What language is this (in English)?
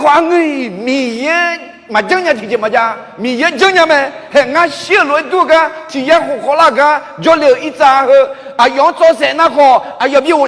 Akha